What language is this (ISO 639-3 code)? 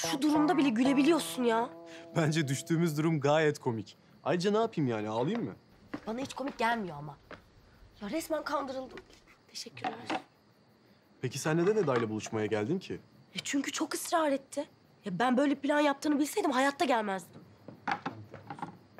tur